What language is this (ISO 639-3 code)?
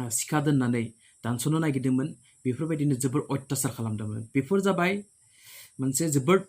brx